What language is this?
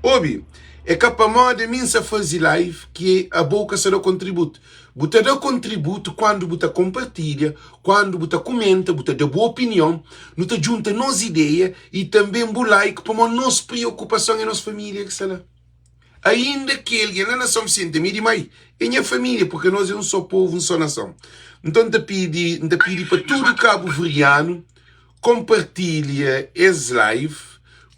Kabuverdianu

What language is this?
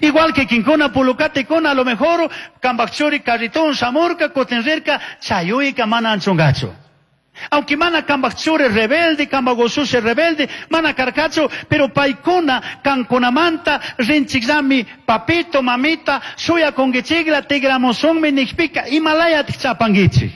Chimborazo Highland Quichua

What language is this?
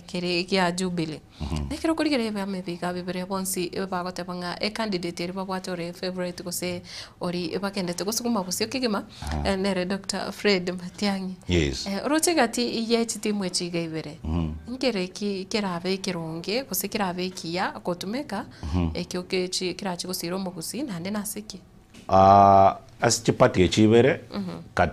Gusii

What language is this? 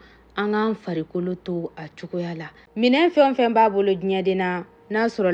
Bambara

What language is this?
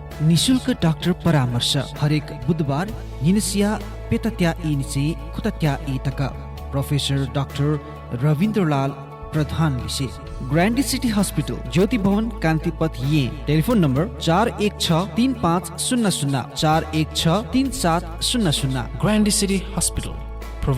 Newari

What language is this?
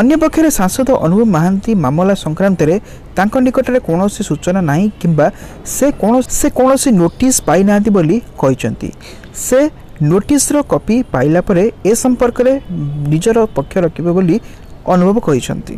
Odia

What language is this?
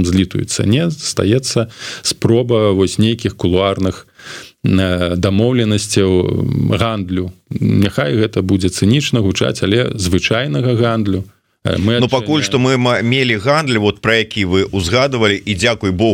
Belarusian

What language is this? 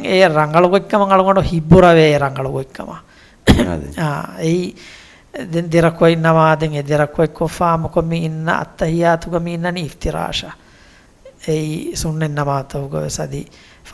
Divehi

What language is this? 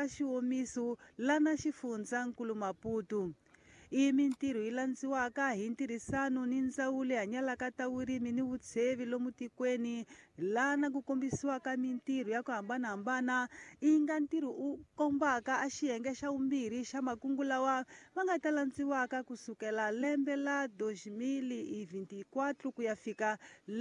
Tsonga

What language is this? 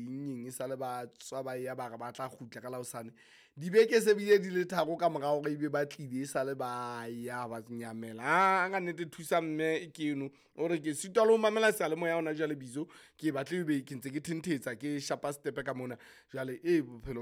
Southern Sotho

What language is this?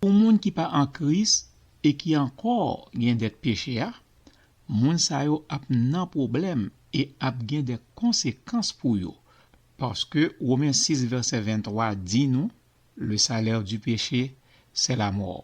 Haitian Creole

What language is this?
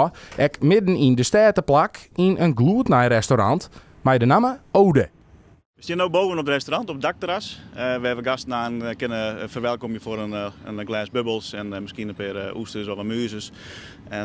Western Frisian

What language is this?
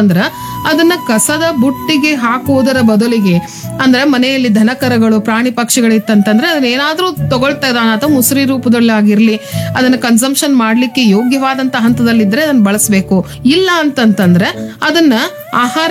Kannada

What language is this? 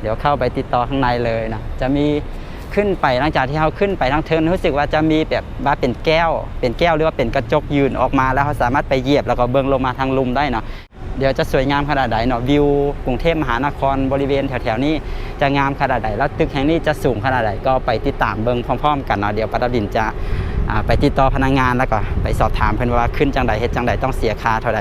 Lao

